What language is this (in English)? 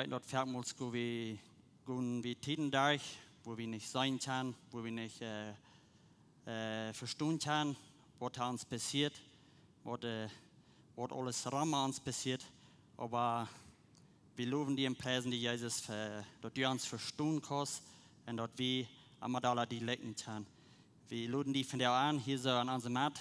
Plautdietsch